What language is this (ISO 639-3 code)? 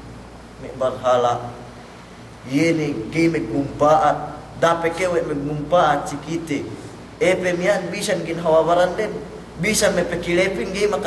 yka